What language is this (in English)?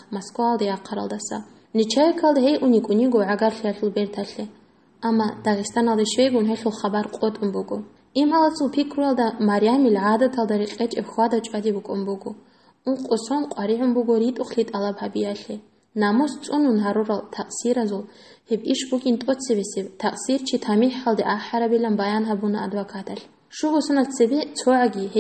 Avaric